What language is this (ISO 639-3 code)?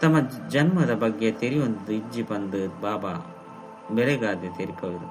tcy